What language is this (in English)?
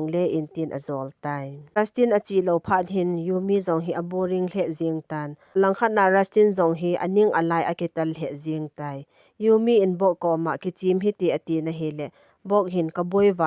Thado Chin